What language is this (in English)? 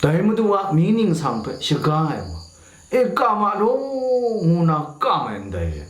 Kachin